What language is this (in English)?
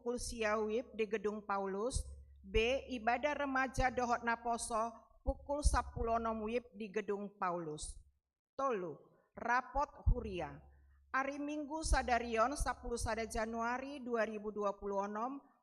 Batak Toba